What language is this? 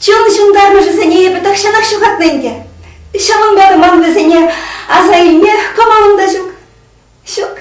Chuvash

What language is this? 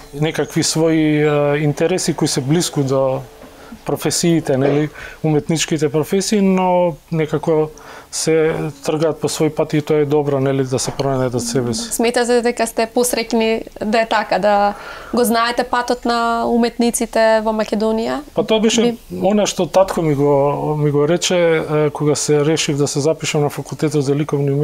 Macedonian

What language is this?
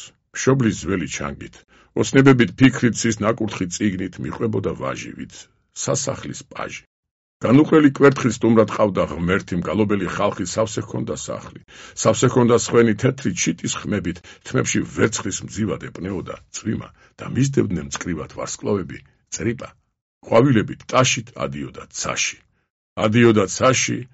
Georgian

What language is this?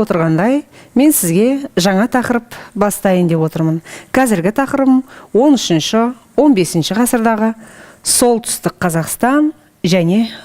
Kazakh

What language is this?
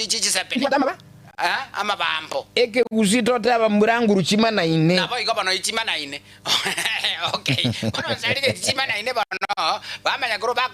Gusii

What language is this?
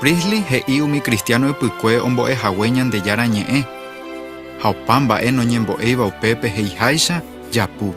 Guarani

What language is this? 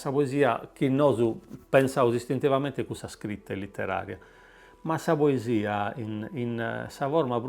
Sardinian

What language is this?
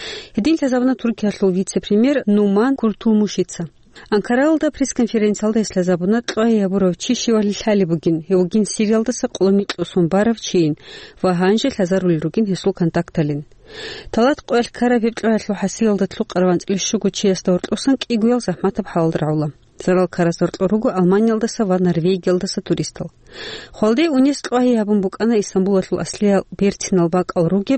Avaric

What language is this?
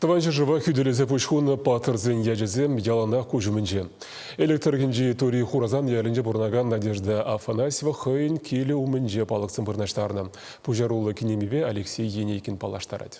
Chuvash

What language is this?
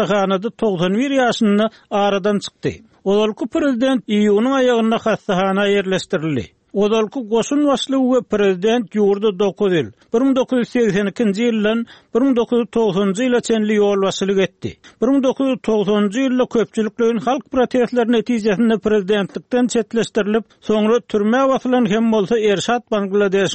Turkmen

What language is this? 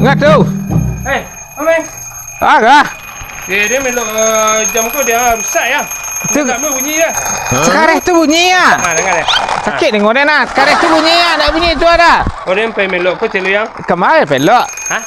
Minangkabau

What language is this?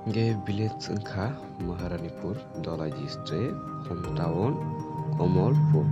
Kok Borok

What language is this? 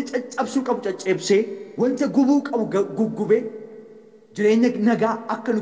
Oromo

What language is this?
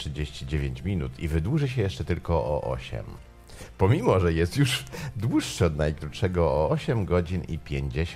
Polish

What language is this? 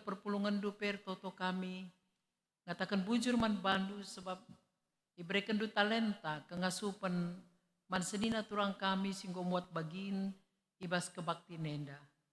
Batak Karo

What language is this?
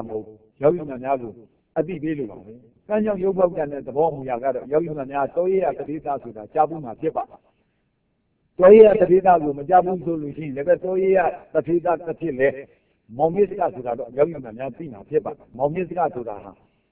Burmese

